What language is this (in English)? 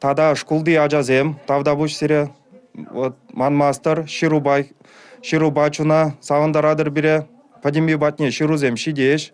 Chuvash